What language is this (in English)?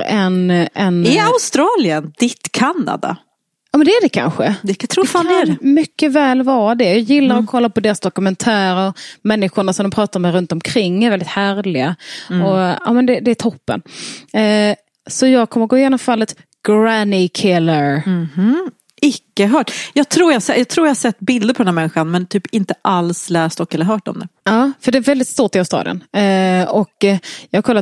Swedish